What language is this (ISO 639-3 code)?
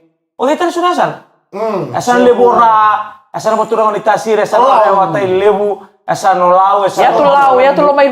fij